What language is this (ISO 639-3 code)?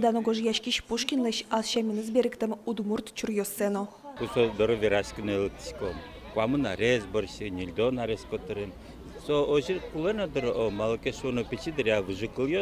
udm